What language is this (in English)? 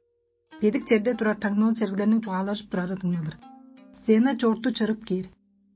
Tuvinian